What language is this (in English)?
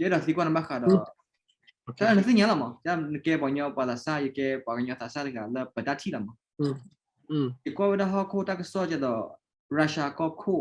S'gaw Karen